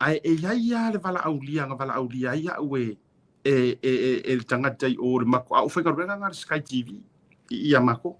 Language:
Samoan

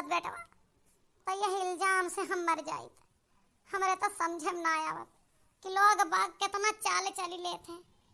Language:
Awadhi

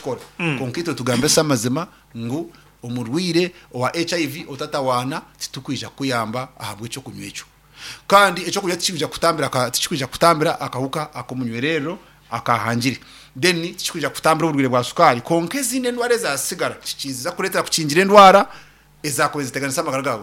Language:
Nyankole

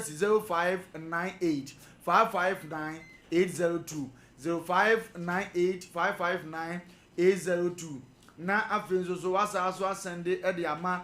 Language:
Akan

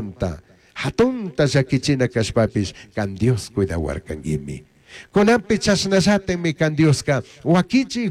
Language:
Chimborazo Highland Quichua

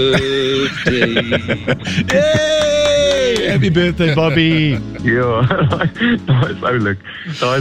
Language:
Afrikaans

